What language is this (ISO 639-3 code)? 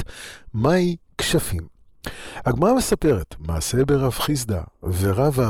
heb